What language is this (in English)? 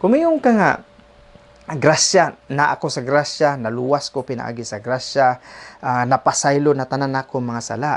Cebuano